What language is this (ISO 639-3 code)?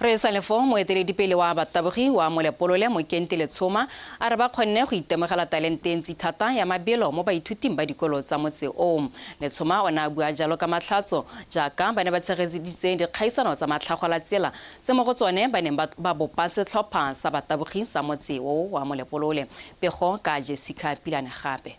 tsn